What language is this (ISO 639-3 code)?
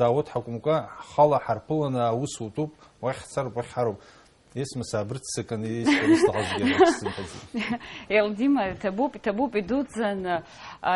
abk